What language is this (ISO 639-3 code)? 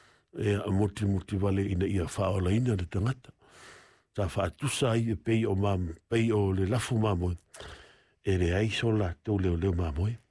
smo